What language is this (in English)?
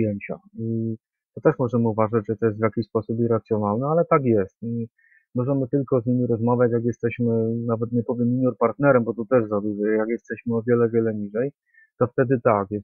Polish